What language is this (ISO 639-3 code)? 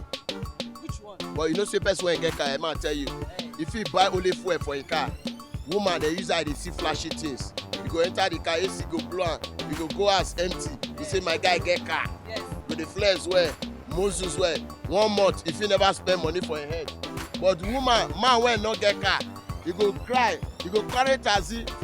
pcm